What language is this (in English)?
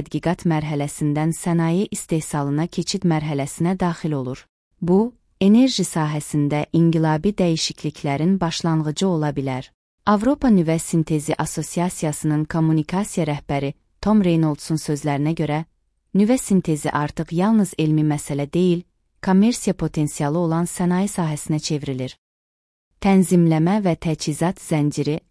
Azerbaijani